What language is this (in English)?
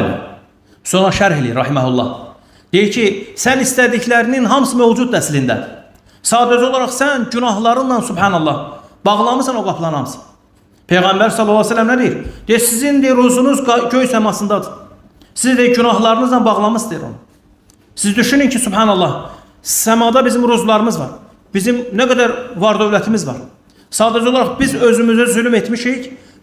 Azerbaijani